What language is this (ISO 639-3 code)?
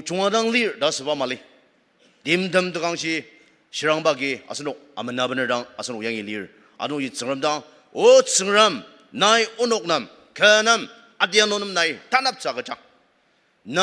njo